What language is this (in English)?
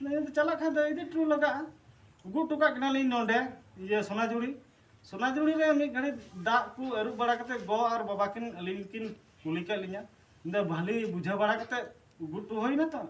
Santali